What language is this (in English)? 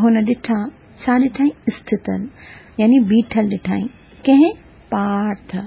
Sindhi